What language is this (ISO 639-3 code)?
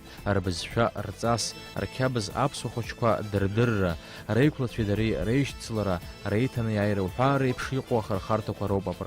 abk